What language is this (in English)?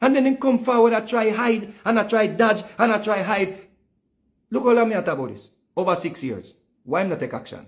Jamaican Creole English